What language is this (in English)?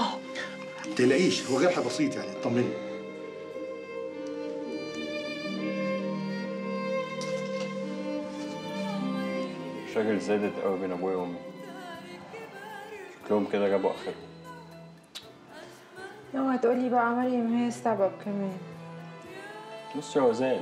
Egyptian Arabic